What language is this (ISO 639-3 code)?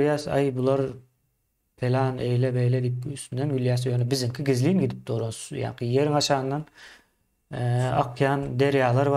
tuk